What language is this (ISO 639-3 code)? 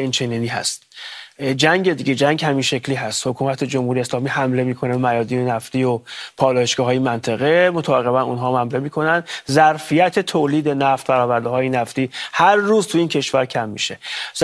fas